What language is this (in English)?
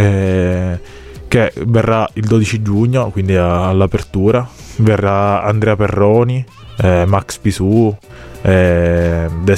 Italian